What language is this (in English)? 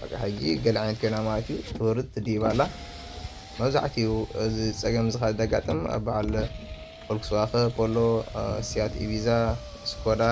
Tigrinya